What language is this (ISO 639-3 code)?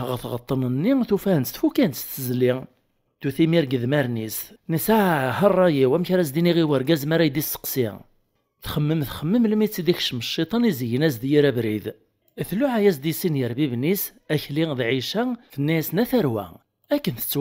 kab